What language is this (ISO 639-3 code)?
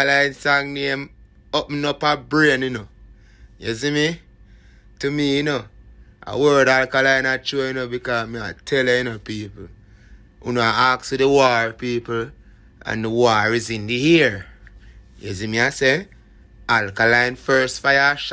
jam